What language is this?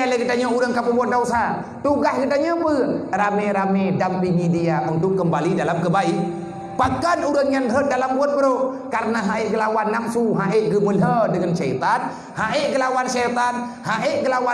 Achinese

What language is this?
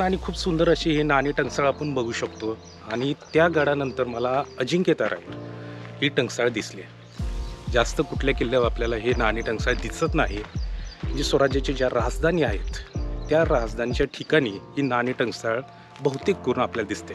Marathi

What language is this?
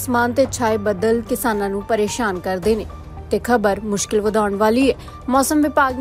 Punjabi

